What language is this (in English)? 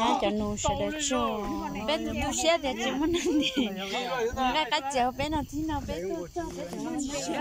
Hmong